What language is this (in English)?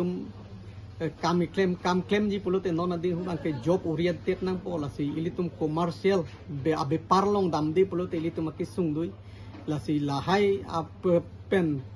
Karbi